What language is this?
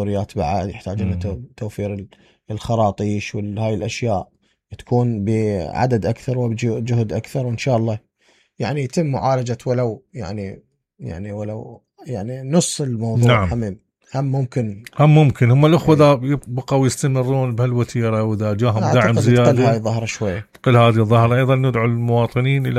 Mesopotamian Arabic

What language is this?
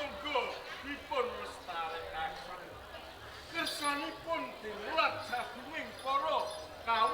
Javanese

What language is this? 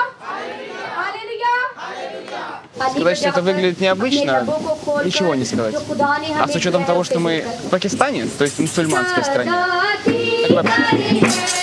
Russian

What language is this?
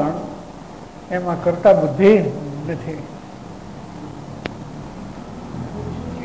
Gujarati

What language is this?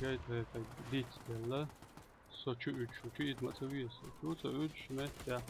Chechen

